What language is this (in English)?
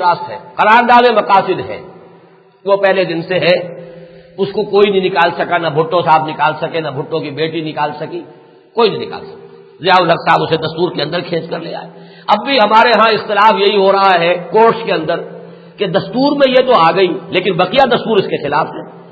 Urdu